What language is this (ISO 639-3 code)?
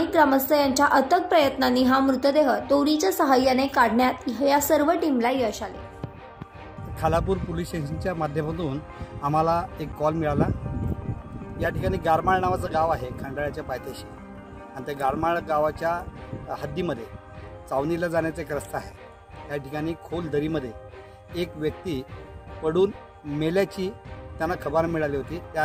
mar